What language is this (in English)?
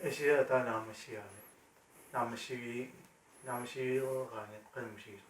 Kalaallisut